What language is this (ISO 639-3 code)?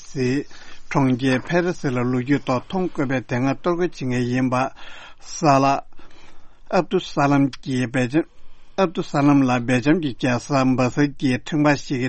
bod